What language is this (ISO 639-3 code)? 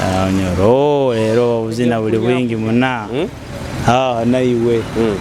nyo